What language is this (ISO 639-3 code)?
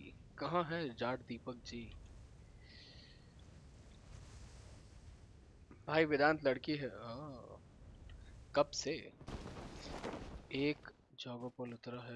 hin